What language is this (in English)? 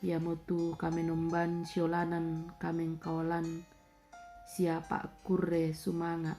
Toraja-Sa'dan